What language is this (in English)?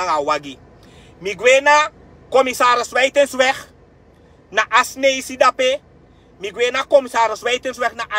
Sranan Tongo